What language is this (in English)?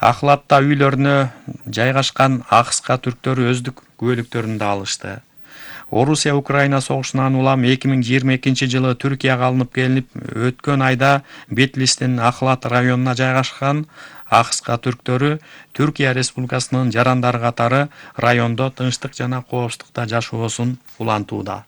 Kyrgyz